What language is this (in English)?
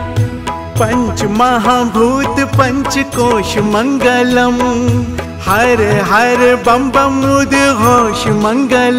Hindi